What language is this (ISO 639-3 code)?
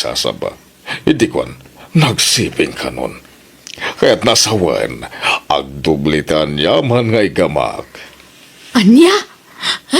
ilo